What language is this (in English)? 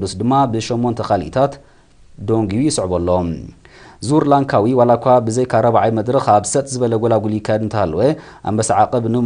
Tigrinya